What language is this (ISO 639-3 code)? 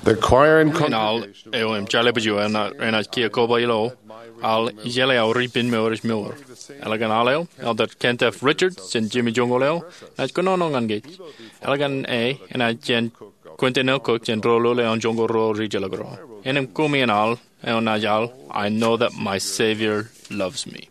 mah